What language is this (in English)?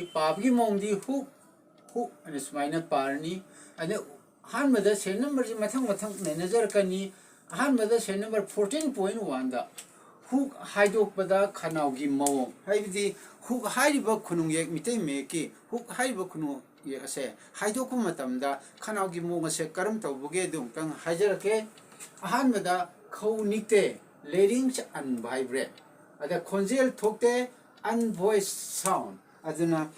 Manipuri